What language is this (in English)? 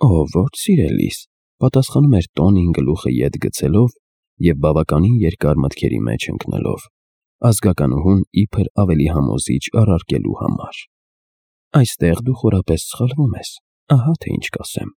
Armenian